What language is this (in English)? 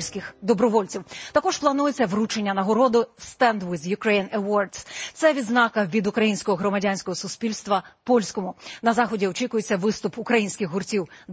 Ukrainian